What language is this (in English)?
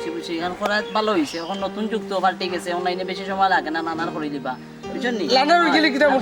Sylheti